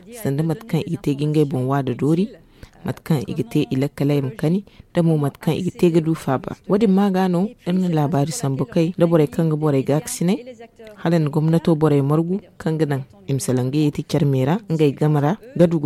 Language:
Zarma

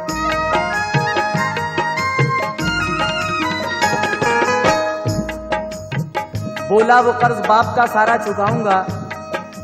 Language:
Hindi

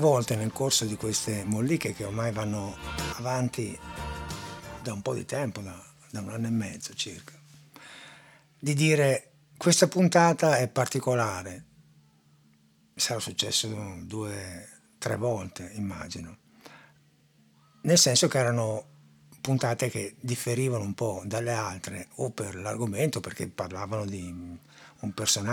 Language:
Italian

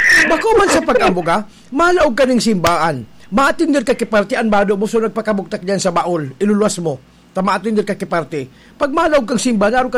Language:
Bikol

